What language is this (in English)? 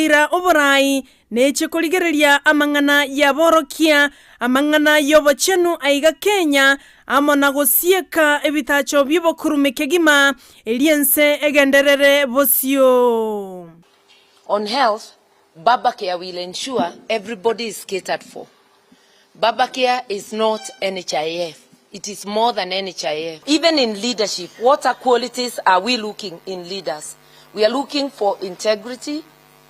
Gusii